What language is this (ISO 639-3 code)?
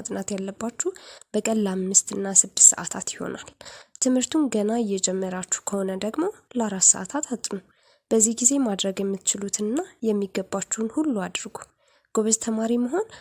amh